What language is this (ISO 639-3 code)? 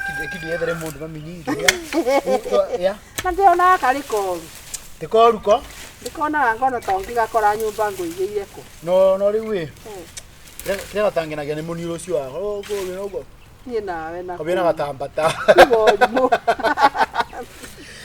kik